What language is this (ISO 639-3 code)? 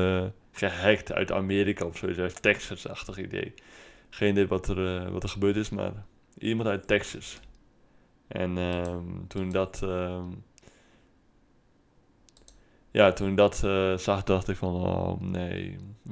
nld